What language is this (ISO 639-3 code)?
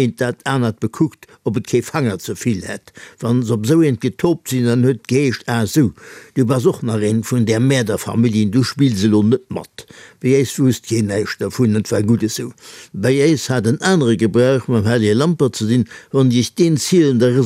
ltz